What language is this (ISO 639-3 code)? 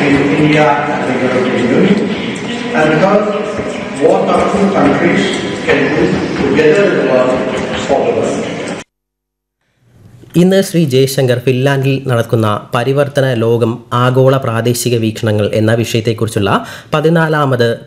mal